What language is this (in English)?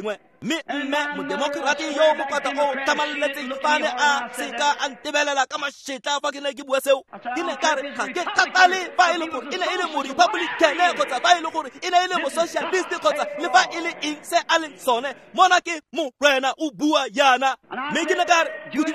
Tswana